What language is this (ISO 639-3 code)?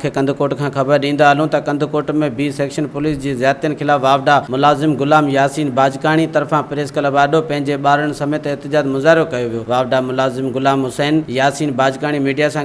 snd